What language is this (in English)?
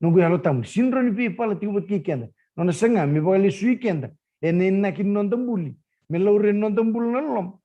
Fijian